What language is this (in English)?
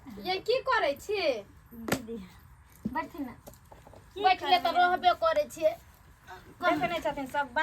Maithili